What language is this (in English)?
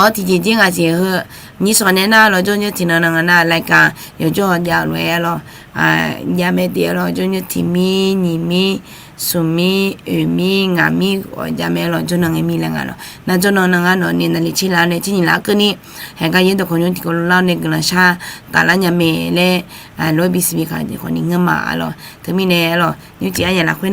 Akha